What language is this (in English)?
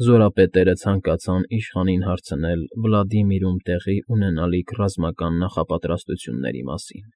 Armenian